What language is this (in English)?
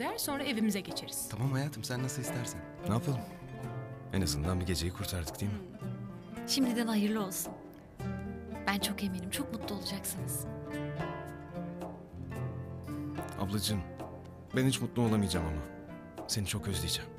Turkish